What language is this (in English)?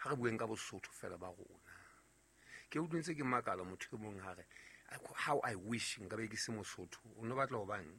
Southern Sotho